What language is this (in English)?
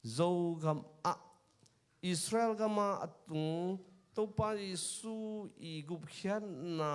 Tedim Chin